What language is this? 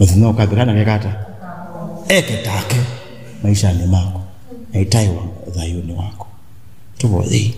Kamba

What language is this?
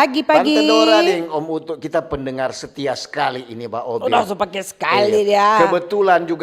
Manado Malay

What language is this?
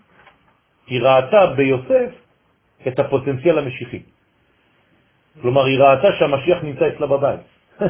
Hebrew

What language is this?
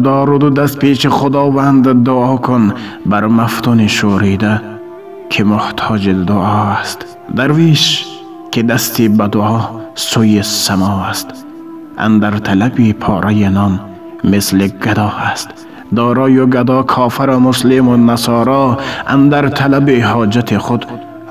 Tajik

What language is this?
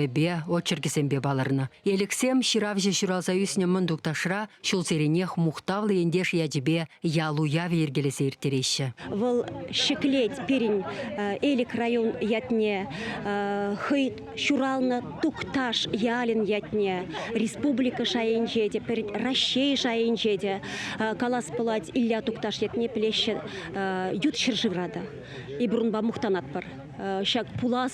Chuvash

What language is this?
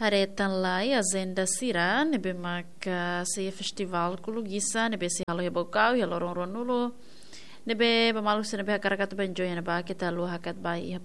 Tetum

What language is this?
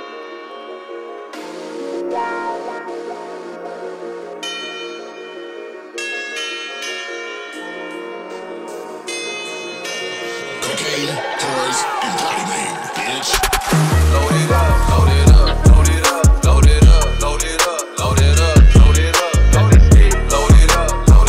English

